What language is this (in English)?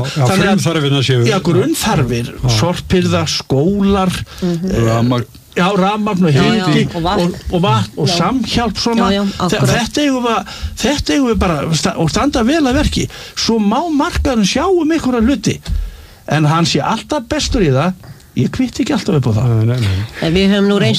Icelandic